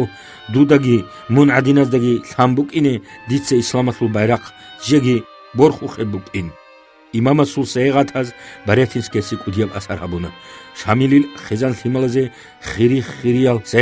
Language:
Avaric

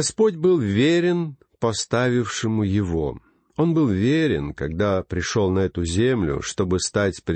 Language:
Russian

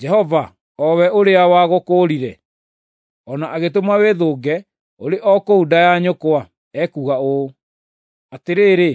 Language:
Kikuyu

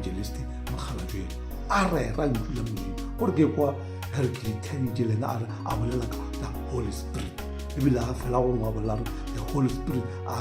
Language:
Northern Sotho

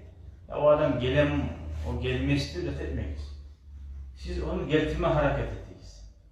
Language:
Kumyk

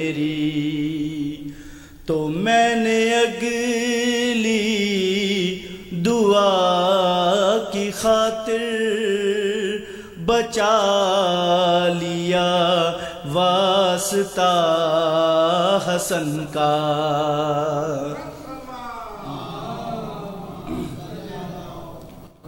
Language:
Urdu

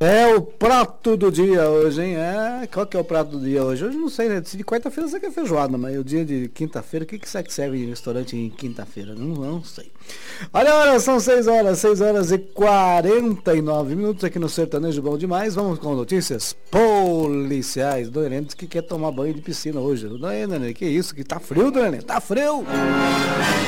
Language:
Portuguese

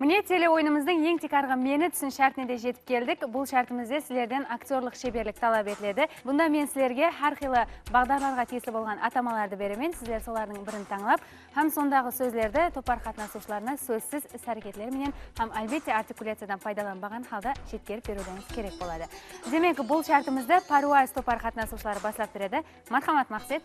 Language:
Kara-Kalpak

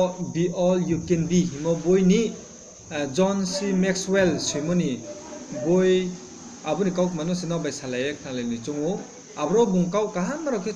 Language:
Riang (India)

